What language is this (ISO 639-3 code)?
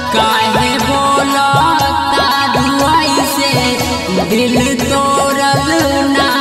bho